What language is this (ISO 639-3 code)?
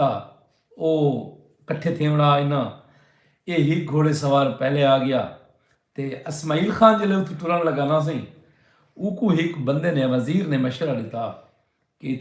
skr